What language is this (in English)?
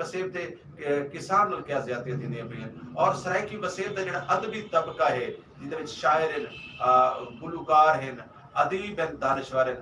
Saraiki